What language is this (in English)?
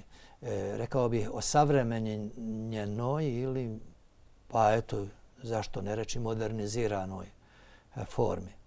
Bosnian